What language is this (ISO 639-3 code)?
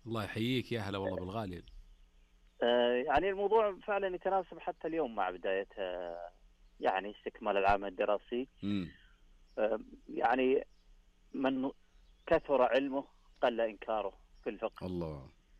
ara